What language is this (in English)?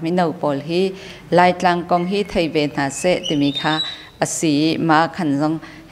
Hakha Chin